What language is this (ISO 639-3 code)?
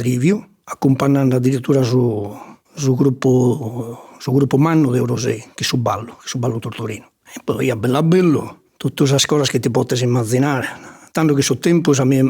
srd